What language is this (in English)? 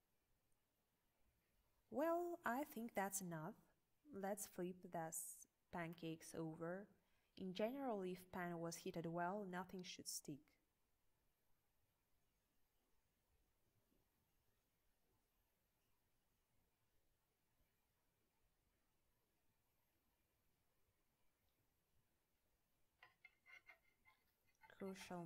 English